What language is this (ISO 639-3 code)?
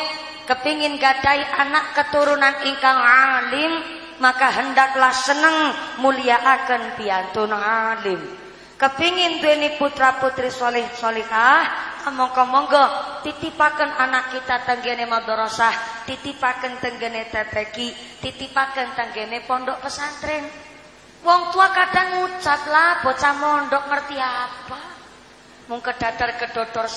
jav